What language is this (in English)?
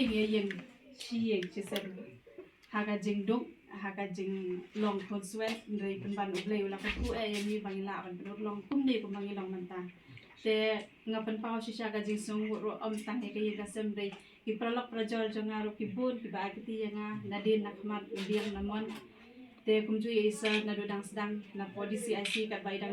Khasi